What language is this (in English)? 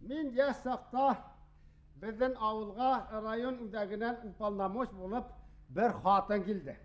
Bashkir